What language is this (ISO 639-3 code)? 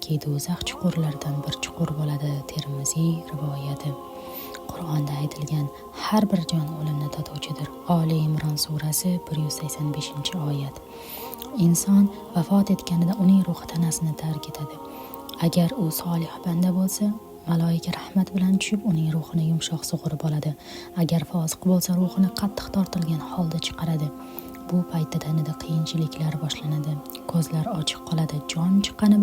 uzb